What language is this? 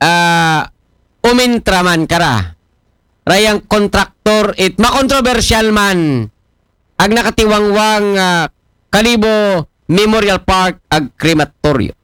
Aklanon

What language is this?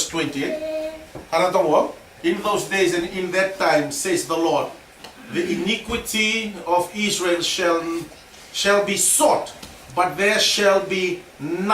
Fijian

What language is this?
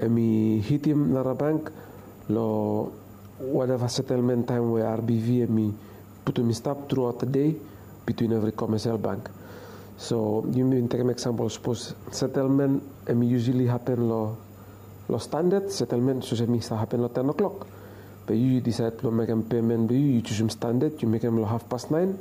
Bislama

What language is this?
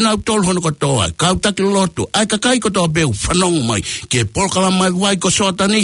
Tongan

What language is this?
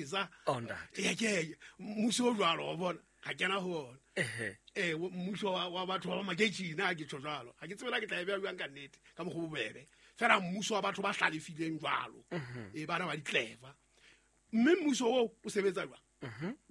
Southern Sotho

